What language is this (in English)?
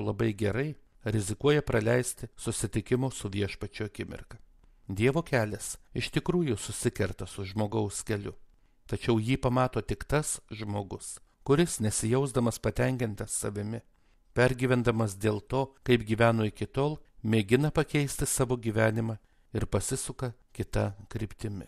Lithuanian